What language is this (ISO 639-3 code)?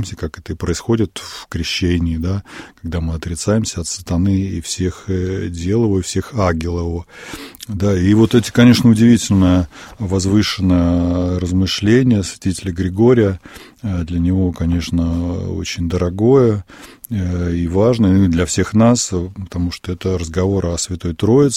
rus